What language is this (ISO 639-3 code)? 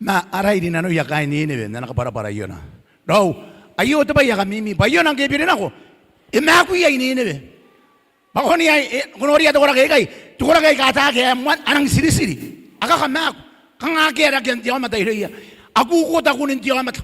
gil